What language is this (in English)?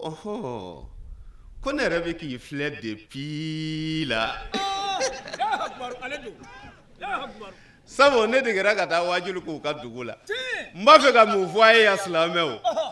Bambara